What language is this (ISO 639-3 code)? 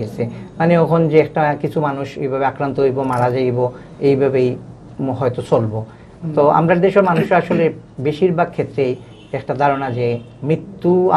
syl